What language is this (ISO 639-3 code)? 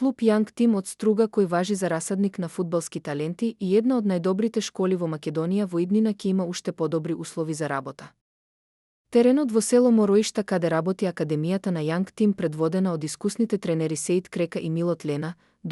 mkd